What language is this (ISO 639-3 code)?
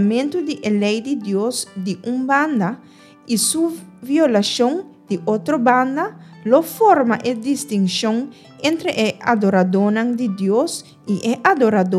pap